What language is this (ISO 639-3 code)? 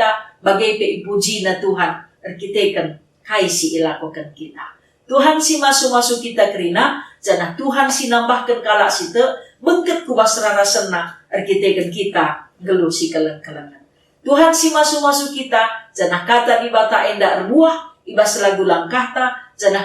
btx